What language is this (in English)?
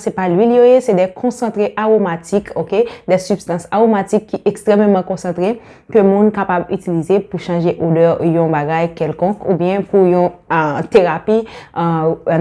Haitian Creole